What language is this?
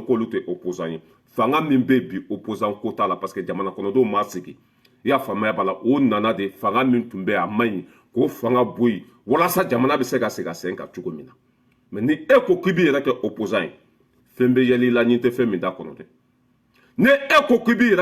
Bambara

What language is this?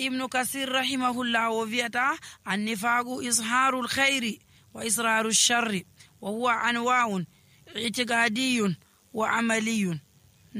Nigerian Fulfulde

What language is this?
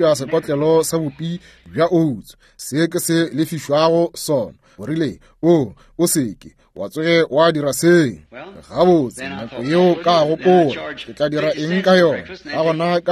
Northern Sotho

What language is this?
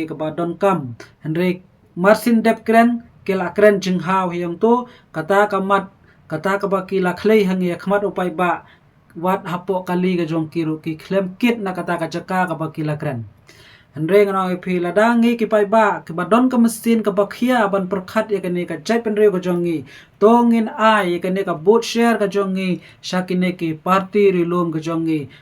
Khasi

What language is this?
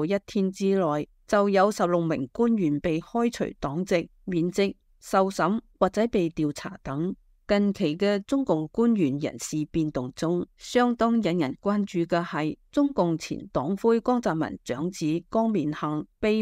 Cantonese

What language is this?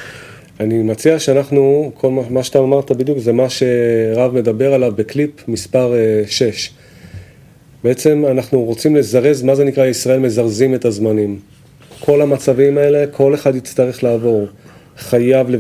Hebrew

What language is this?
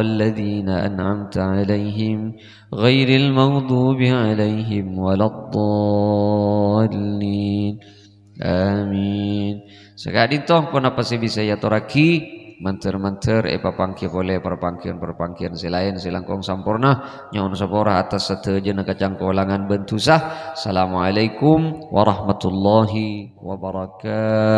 Madurese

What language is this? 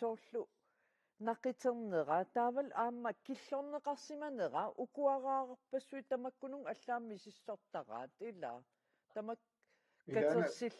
Kalaallisut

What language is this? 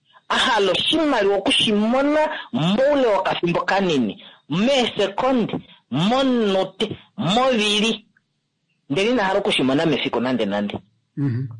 Kuanyama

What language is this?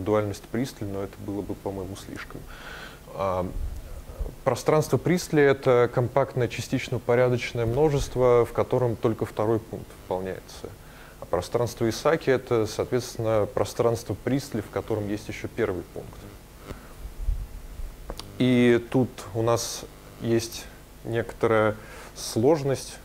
Russian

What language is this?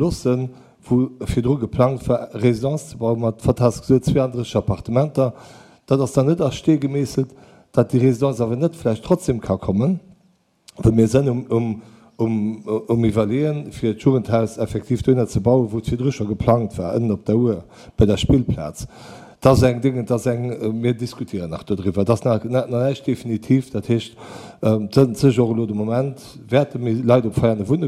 Luxembourgish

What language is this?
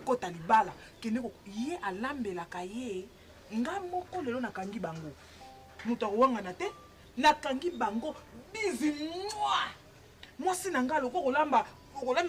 Lingala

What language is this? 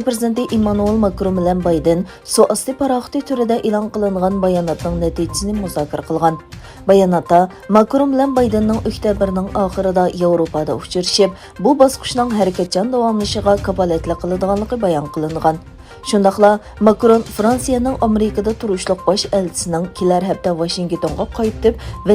Uyghur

